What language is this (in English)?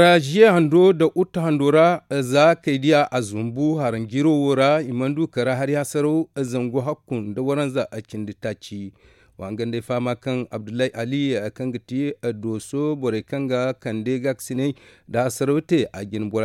Zarma